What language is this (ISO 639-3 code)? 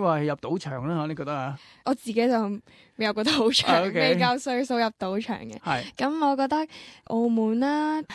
yue